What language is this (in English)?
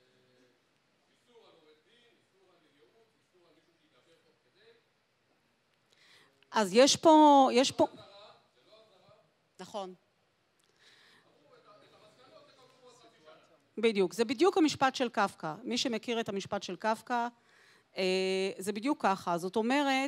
Hebrew